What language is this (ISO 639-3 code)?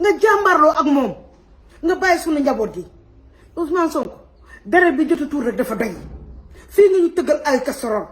wol